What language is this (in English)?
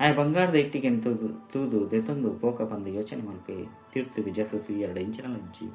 Tulu